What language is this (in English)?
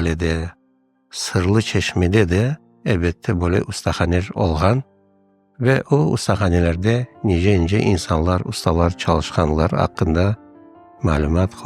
Crimean Tatar